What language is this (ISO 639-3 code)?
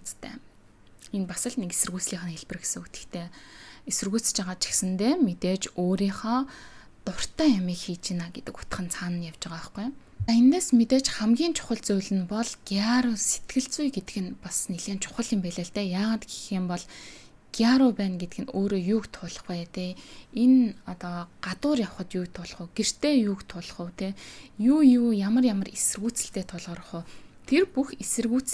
mon